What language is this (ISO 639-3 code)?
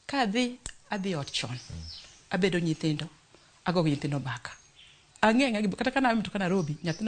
luo